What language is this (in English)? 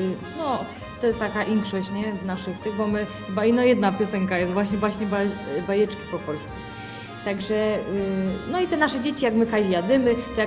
Silesian